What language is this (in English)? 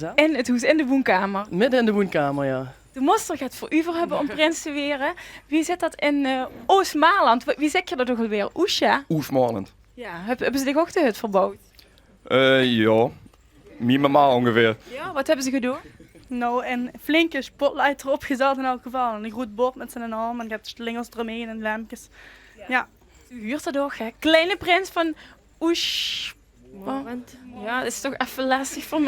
Limburgish